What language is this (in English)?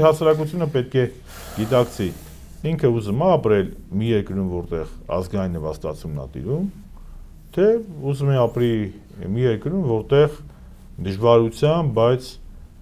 Armenian